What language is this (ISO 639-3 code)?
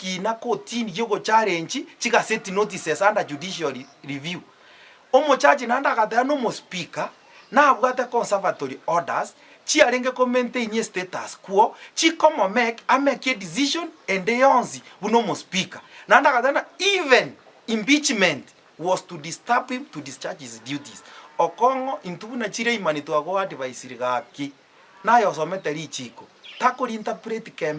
guz